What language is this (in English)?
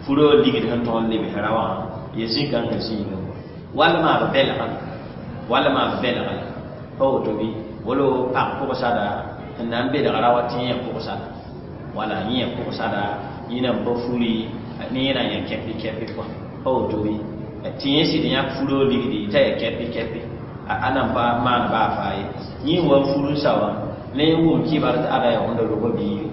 Mossi